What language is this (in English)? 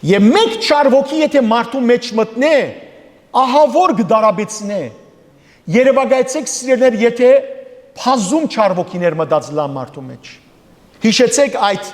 Western Armenian